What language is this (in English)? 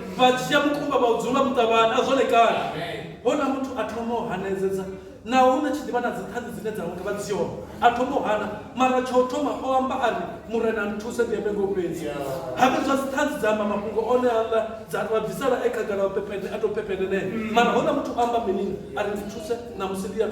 Venda